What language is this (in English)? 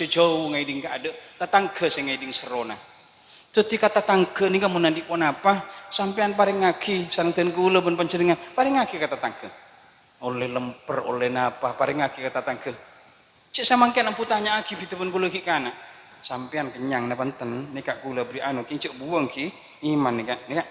Madurese